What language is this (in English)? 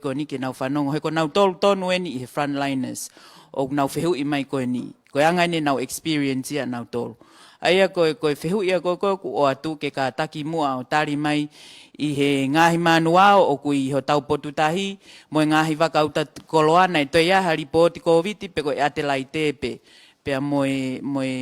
Tongan